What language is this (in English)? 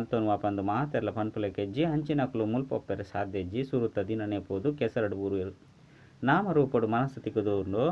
Tulu